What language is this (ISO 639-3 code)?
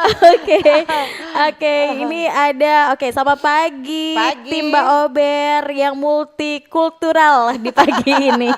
xmm